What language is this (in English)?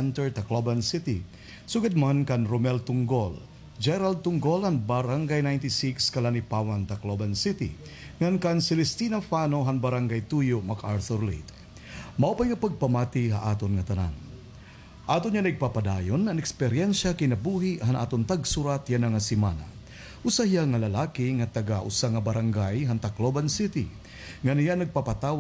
Waray